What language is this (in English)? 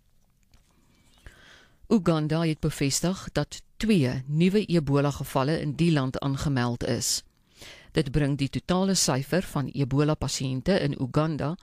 Afrikaans